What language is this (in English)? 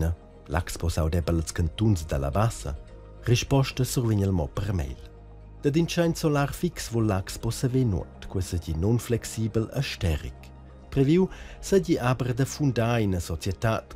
Romansh